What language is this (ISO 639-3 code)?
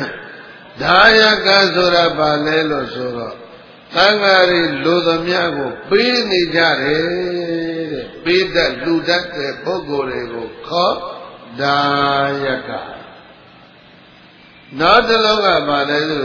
mya